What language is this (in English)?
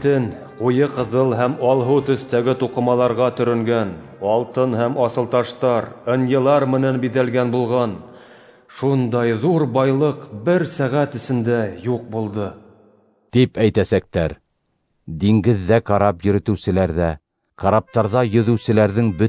Bashkir